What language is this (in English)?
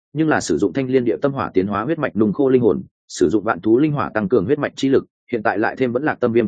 Vietnamese